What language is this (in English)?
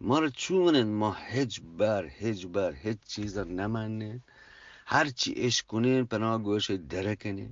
Eastern Balochi